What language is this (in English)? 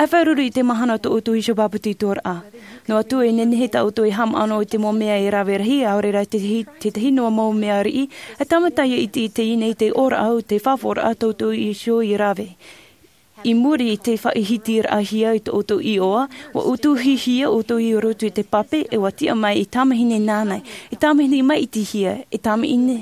Tahitian